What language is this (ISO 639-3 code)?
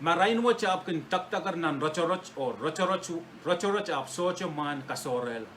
pon